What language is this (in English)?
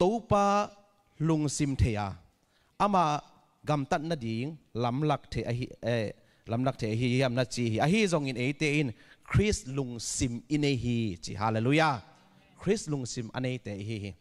Tedim Chin